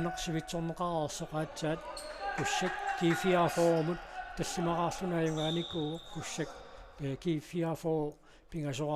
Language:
Kalaallisut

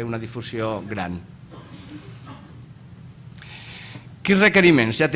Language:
Catalan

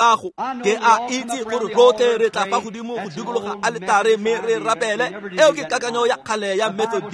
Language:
Tswana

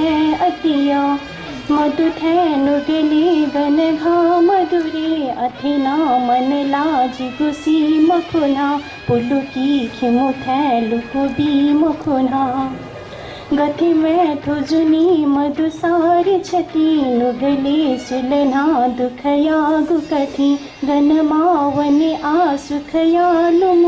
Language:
Newari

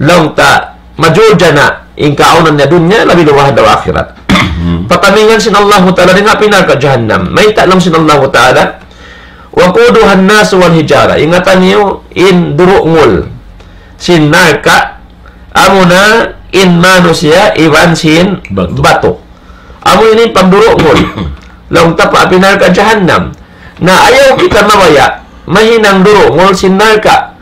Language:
Tausug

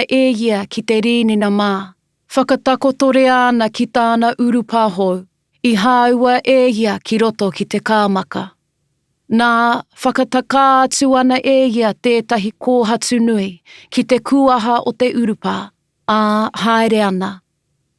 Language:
Māori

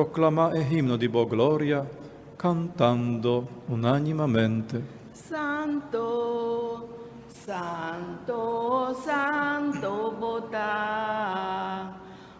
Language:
Papiamento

